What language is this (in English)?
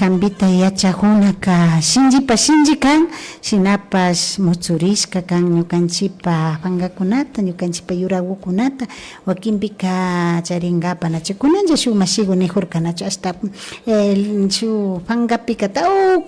Imbabura Highland Quichua